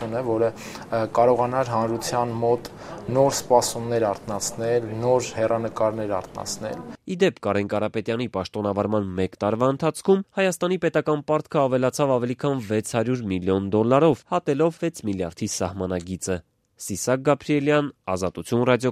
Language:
Armenian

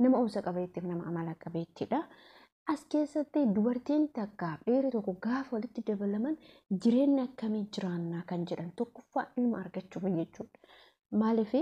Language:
Oromo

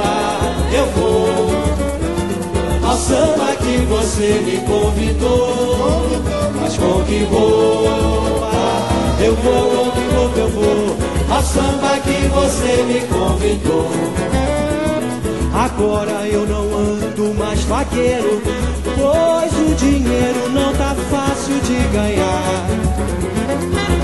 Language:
Portuguese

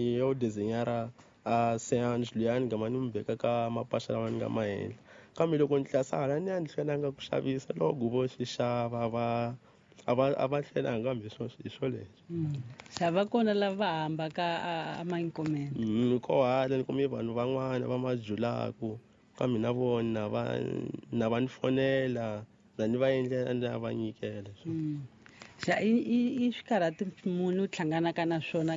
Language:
Tsonga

